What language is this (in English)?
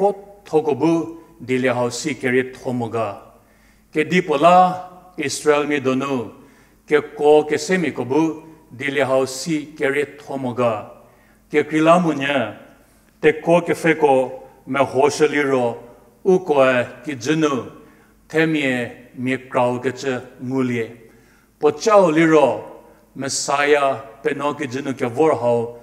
Angami Naga